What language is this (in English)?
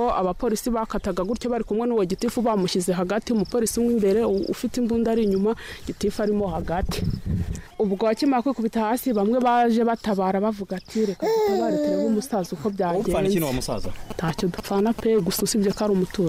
Kinyarwanda